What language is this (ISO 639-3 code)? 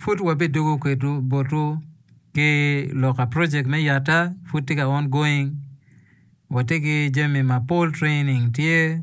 ach